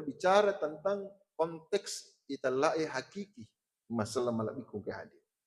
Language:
Buginese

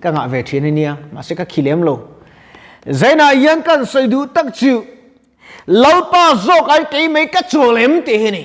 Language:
Mizo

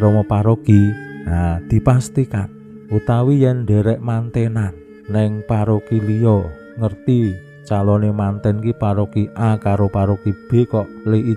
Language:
Javanese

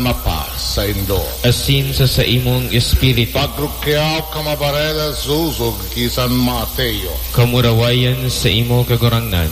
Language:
Bikol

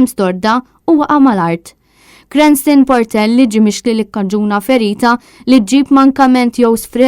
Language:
Maltese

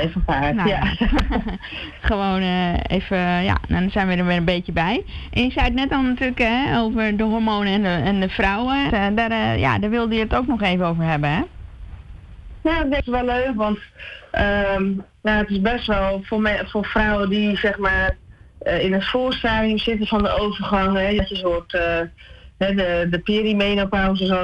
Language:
Dutch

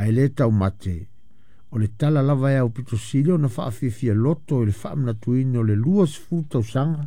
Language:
Samoan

